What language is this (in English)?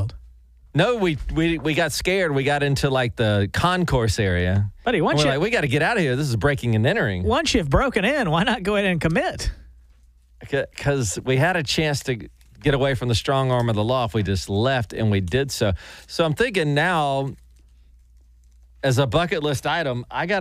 English